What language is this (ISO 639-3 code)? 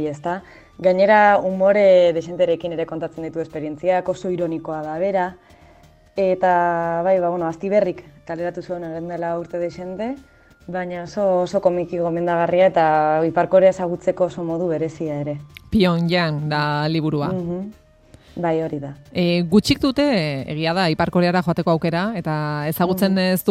eus